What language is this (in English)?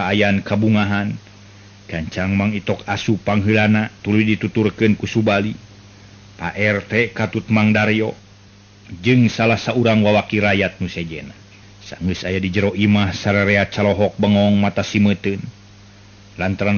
Sundanese